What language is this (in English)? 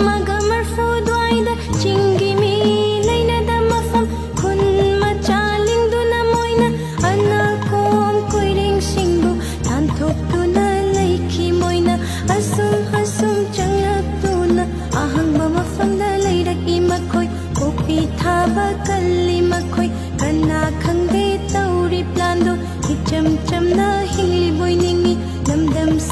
Manipuri